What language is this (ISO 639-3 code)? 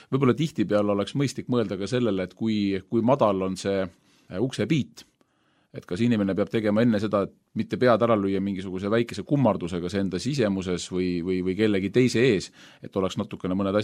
est